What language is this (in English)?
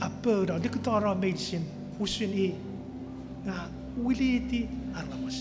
Chuukese